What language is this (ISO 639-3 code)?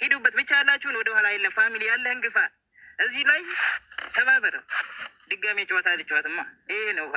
amh